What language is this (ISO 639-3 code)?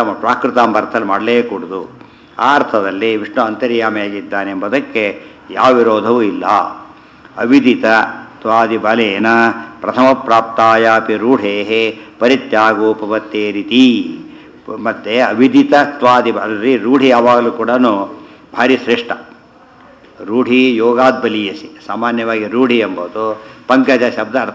kan